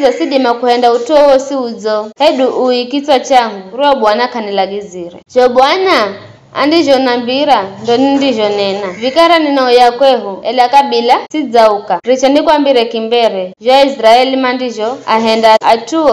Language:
Giryama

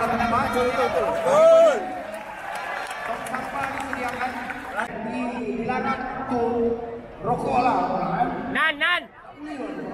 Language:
Malay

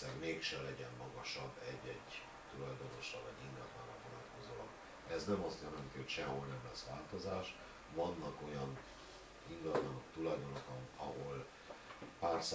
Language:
Hungarian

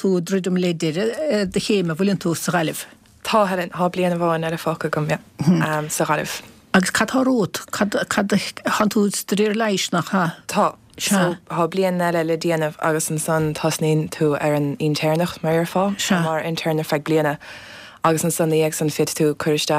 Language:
Irish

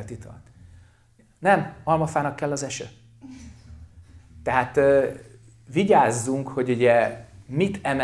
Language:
Hungarian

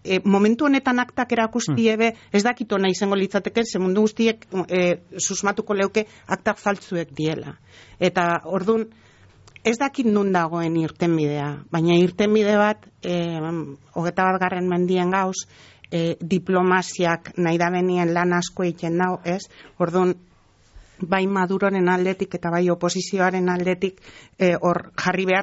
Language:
Basque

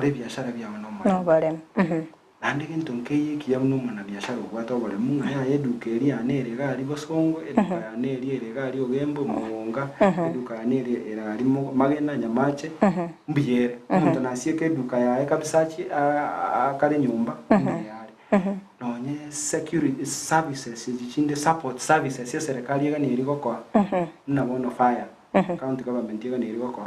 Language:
Gusii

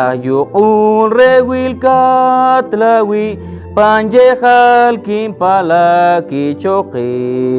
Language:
Poqomchi'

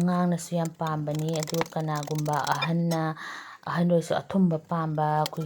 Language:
Manipuri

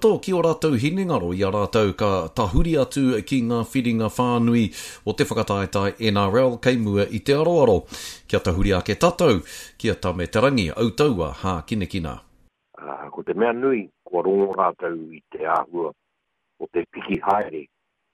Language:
Māori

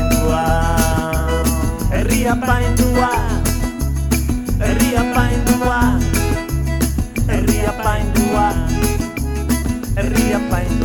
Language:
Basque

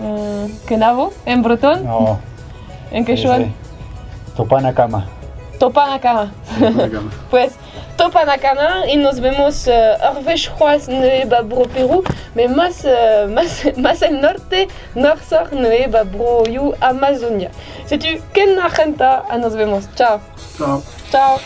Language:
Breton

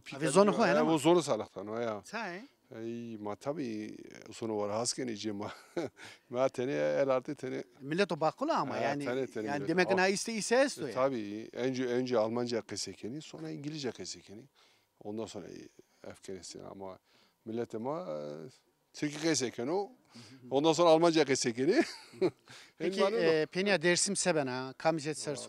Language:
Zaza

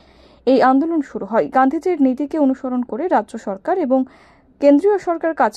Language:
Bangla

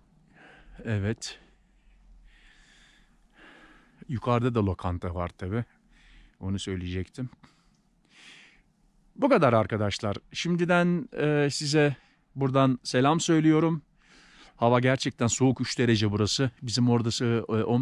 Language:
Turkish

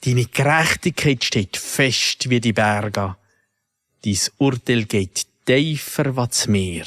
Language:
Swiss German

